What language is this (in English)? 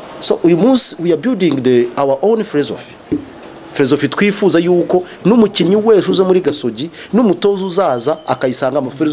Kinyarwanda